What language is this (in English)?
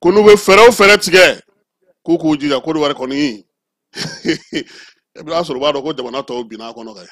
Bambara